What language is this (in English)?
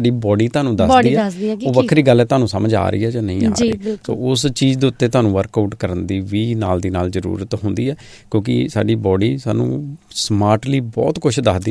Punjabi